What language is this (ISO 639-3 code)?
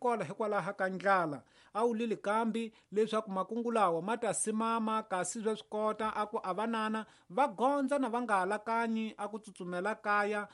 tso